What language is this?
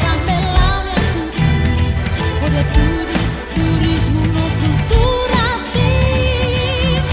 Tetum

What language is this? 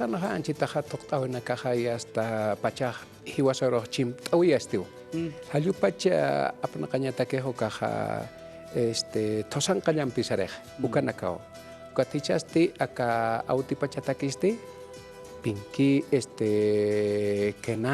Aymara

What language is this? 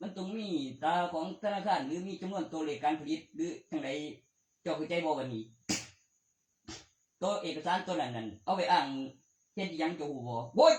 Northeastern Thai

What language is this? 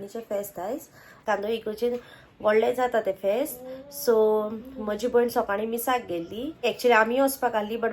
Konkani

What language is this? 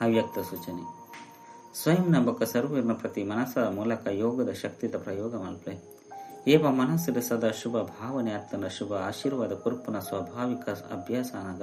Tulu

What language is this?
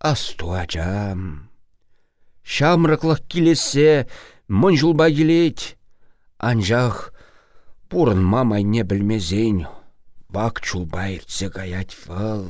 Chuvash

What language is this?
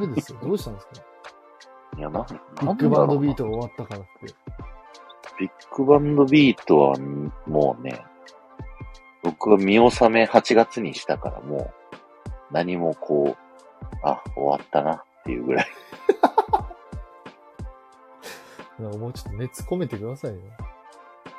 Japanese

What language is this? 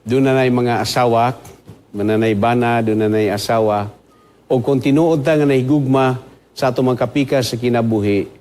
Cebuano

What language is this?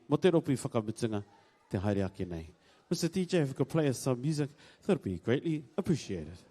Māori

